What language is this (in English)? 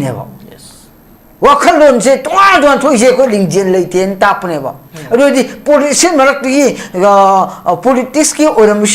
Manipuri